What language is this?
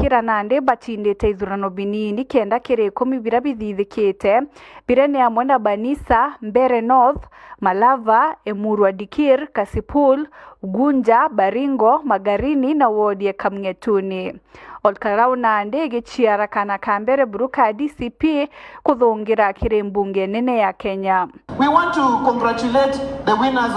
Meru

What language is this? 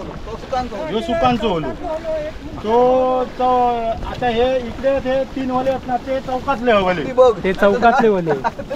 Konkani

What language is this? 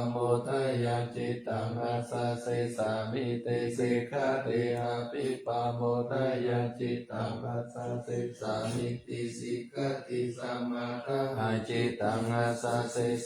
Pali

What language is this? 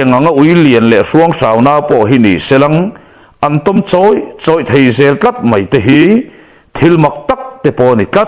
Mizo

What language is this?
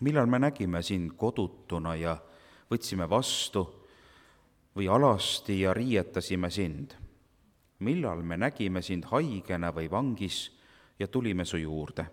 Estonian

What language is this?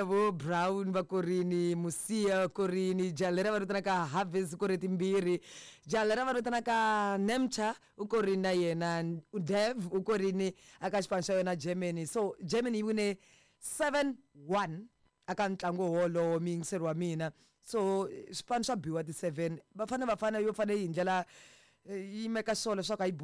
Tsonga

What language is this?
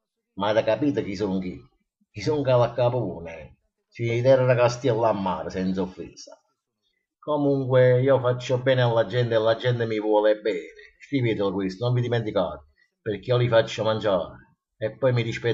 Neapolitan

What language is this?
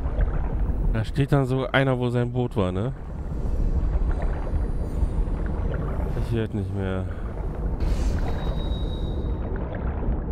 German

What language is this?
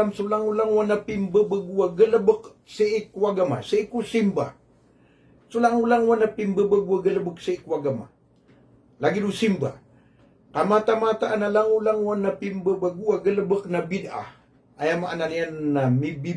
Maranao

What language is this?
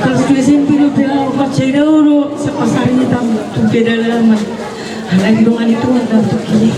Batak Toba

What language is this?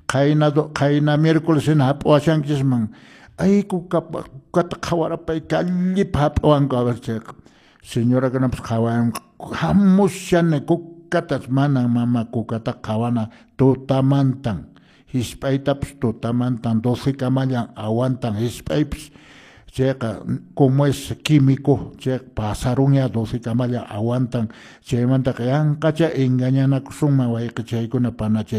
Quechua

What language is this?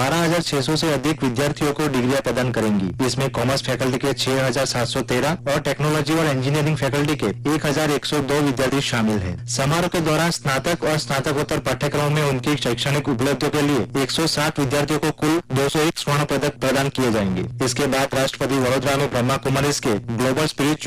Hindi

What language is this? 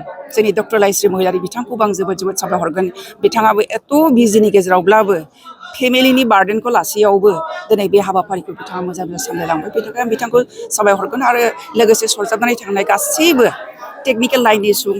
Bodo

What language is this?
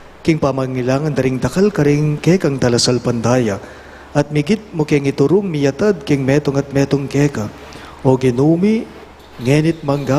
Pampanga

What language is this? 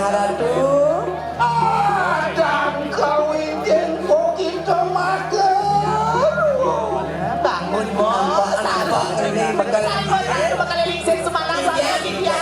Balinese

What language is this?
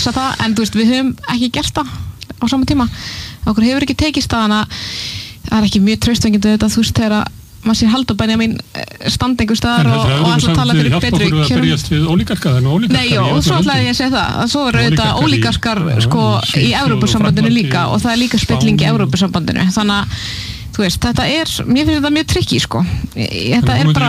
Icelandic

